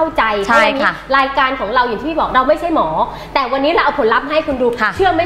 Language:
Thai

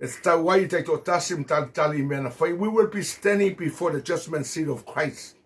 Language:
Samoan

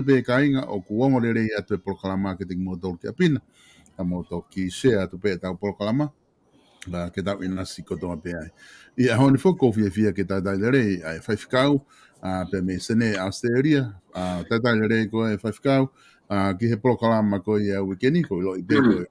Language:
Tongan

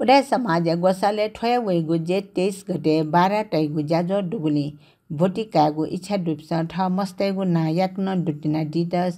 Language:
Newari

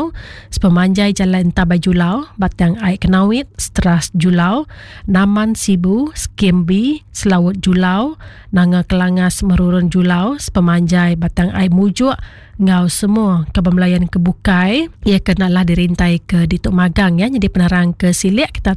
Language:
Iban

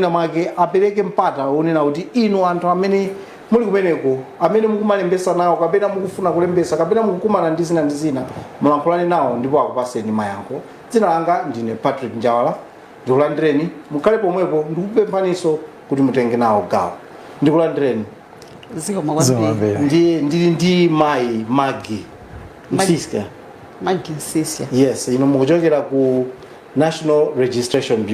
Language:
Nyanja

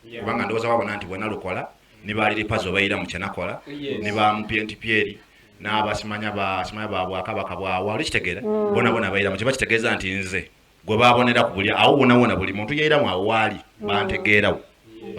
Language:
Soga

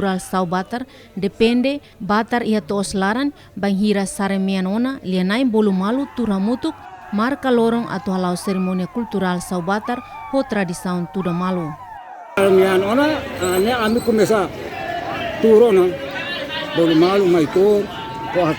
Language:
Tetum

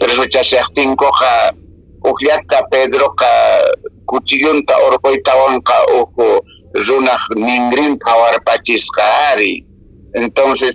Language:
Quechua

